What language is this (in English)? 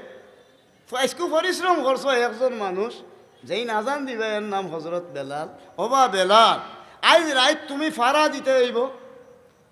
Sylheti